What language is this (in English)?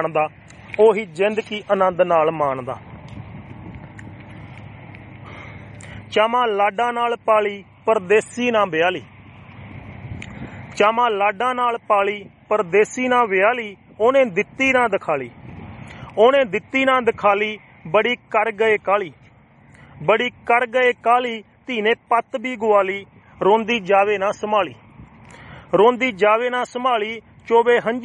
Punjabi